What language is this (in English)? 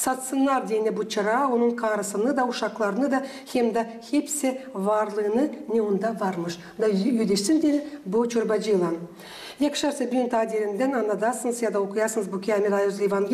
Gagauz